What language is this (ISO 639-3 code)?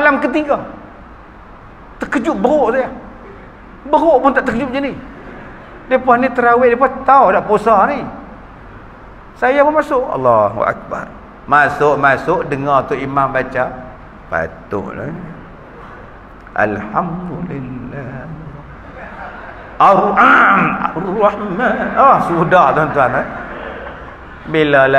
msa